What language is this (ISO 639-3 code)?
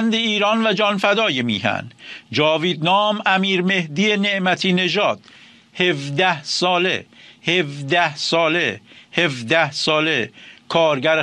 fas